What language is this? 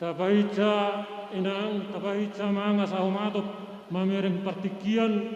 Batak Karo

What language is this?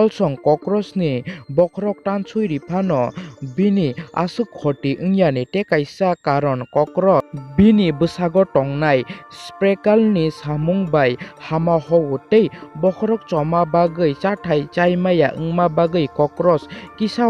Kok Borok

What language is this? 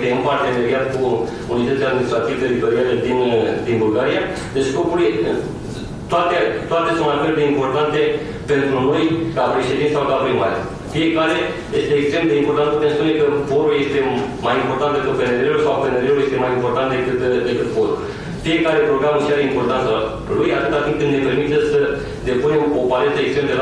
Romanian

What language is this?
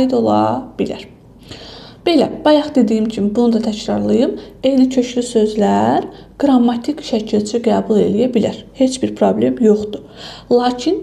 Azerbaijani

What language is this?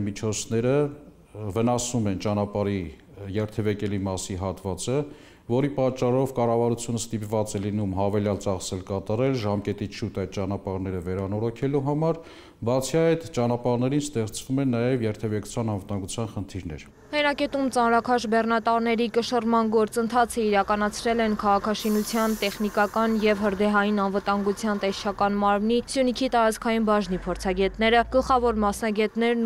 Armenian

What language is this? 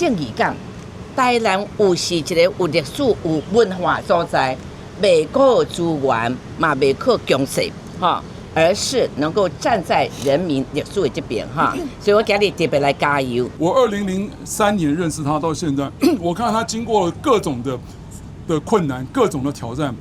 Min Nan Chinese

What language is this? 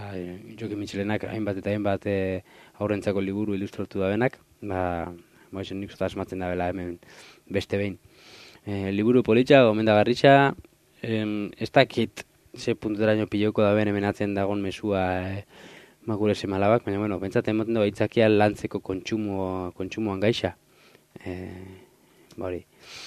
Basque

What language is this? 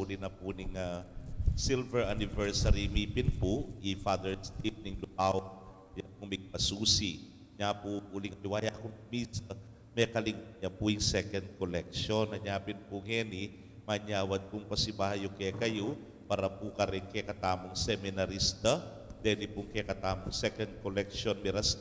Pampanga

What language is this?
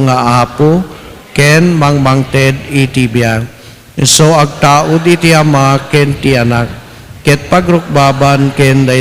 Iloko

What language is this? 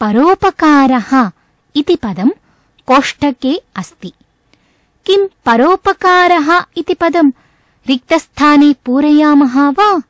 Sanskrit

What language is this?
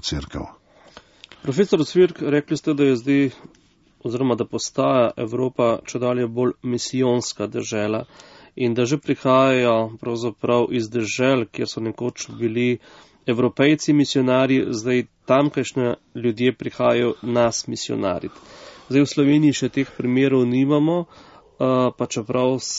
Slovenian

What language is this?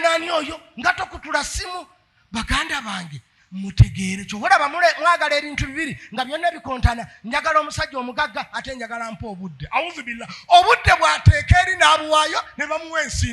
Ganda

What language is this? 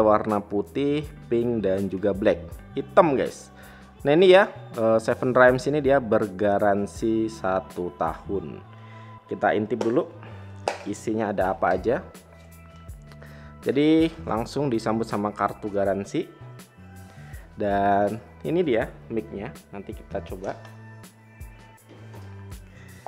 Indonesian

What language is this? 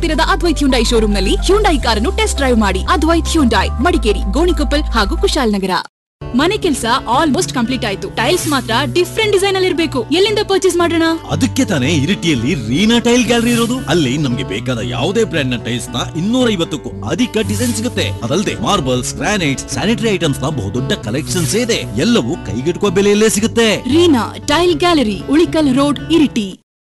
Kannada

